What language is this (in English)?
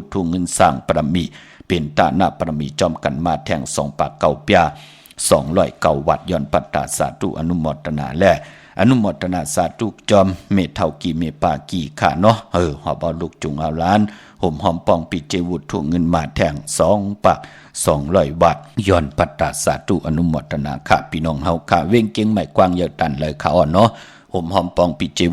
Shan